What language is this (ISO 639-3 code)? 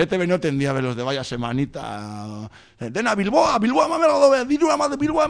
eus